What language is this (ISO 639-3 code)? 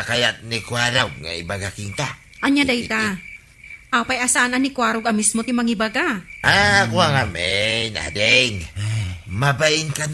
ilo